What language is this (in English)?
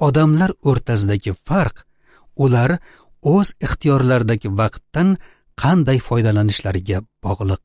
Uzbek